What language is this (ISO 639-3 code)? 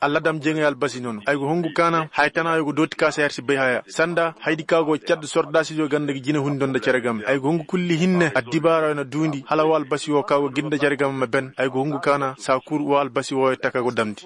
ses